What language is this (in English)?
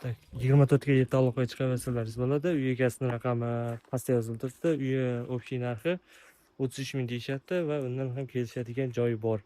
Uzbek